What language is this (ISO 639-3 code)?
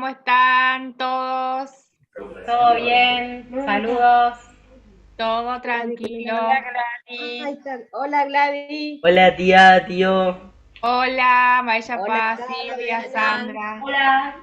grn